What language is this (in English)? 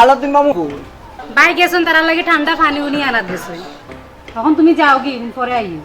Sylheti